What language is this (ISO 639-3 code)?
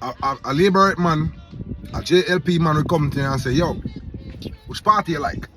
jam